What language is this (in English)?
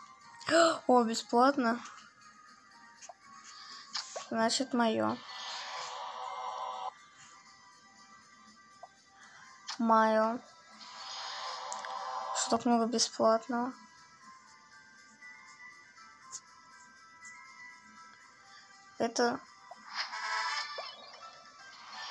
Russian